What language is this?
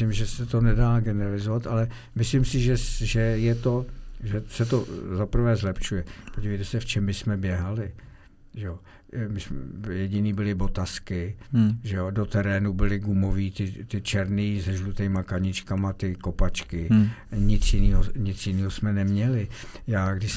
Czech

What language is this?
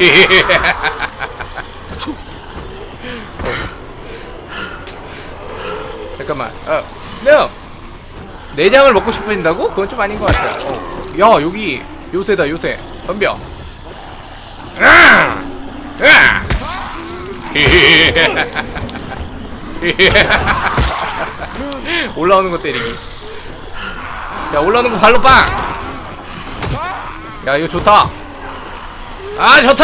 Korean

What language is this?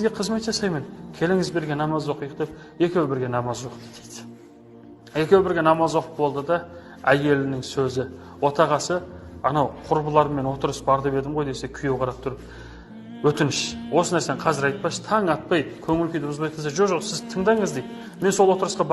Kazakh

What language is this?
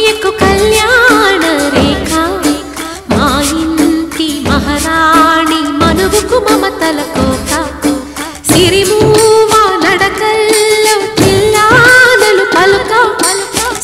Telugu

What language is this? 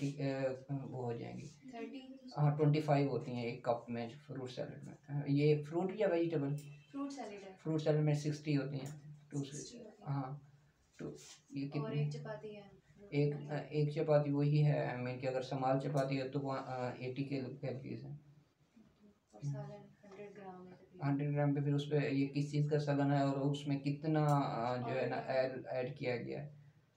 Hindi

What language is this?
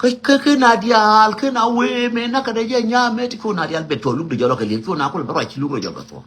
Nuer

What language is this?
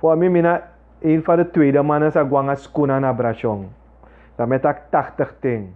Sranan Tongo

